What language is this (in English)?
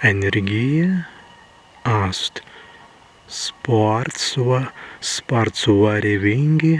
Prussian